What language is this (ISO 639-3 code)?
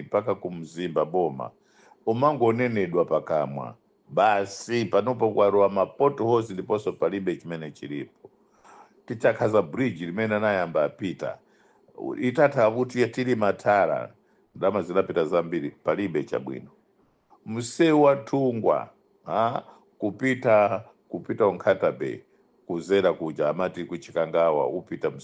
nya